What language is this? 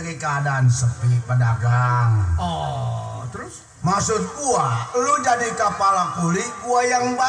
Betawi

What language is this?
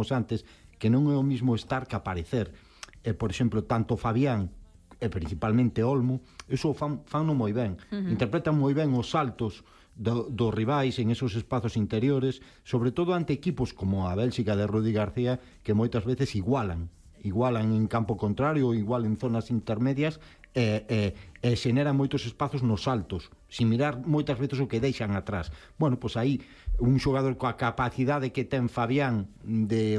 Galician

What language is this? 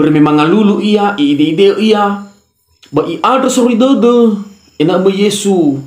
Nias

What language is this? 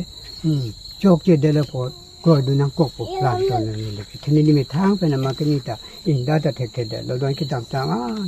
Karbi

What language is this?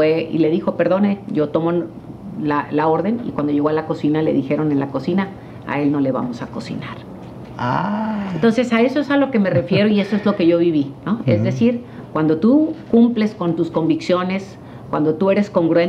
Spanish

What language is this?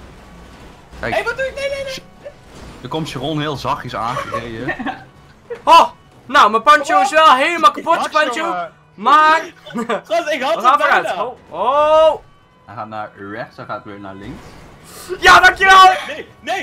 Dutch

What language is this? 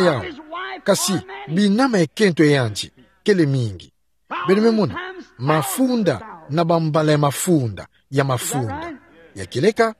Kituba (Democratic Republic of Congo)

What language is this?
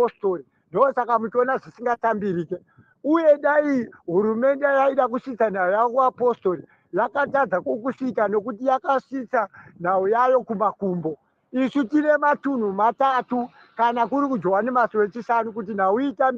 Shona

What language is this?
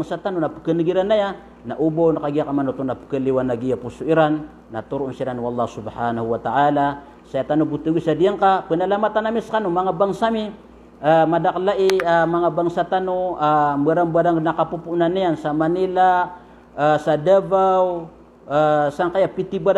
Maranao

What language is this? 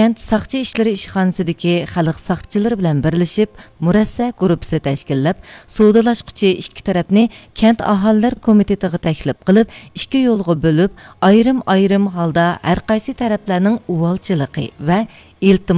Uyghur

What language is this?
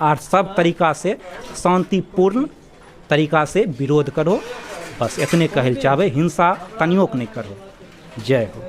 Maithili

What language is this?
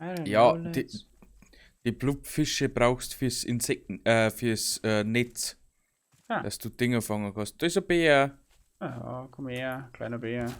Bavarian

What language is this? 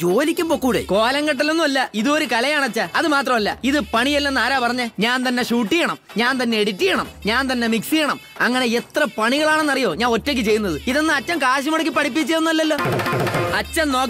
Malayalam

